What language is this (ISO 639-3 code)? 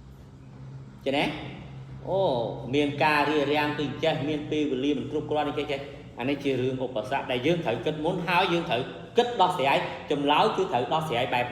khm